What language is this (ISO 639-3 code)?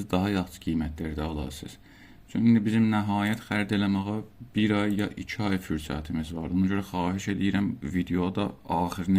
azb